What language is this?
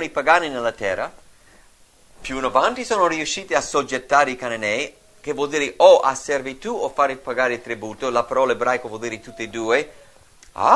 Italian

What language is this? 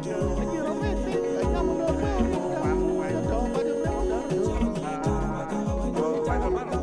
Acoli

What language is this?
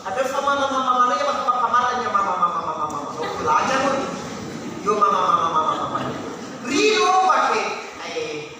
Nias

